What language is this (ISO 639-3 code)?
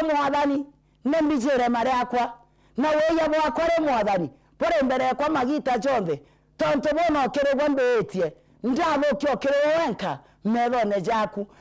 mer